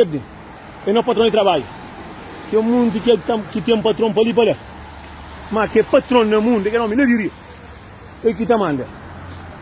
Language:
Kabuverdianu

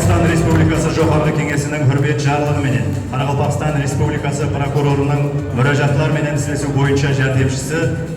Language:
Kara-Kalpak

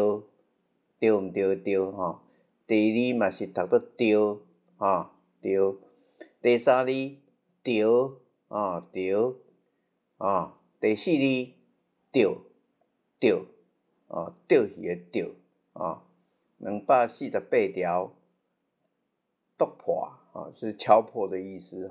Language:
Min Nan Chinese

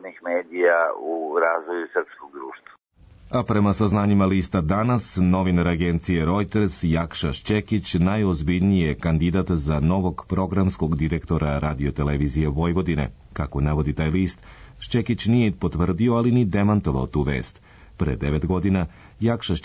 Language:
Serbian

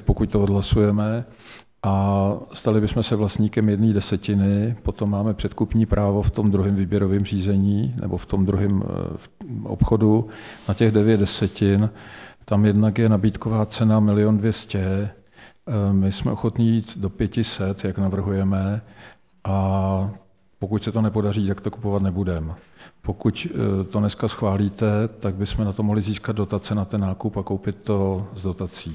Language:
Czech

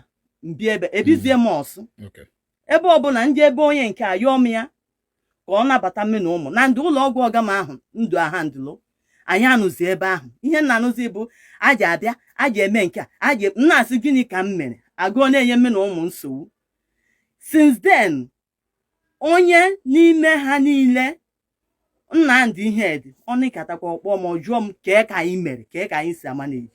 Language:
Igbo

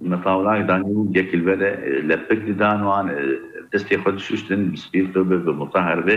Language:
Kurdish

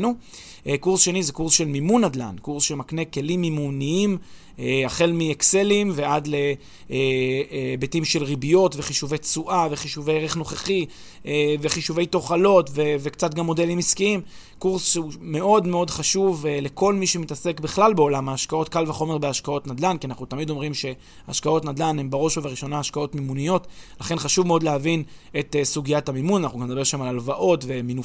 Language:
Hebrew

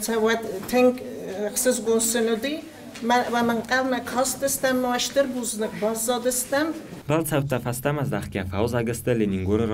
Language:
Ossetic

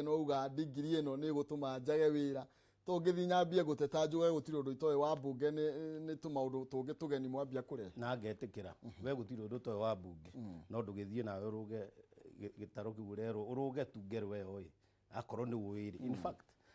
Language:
Kikuyu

